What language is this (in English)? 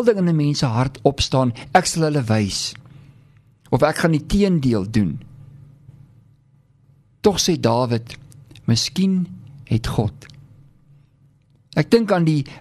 Afrikaans